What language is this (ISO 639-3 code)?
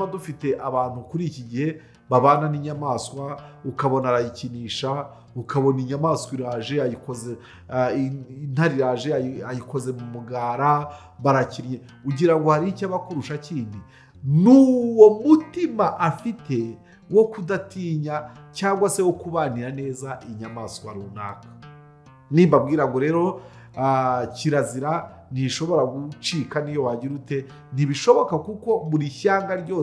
kin